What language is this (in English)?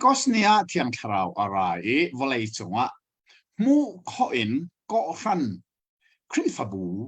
Hakha Chin